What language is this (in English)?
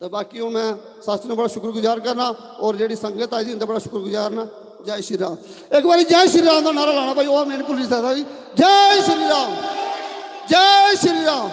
Dogri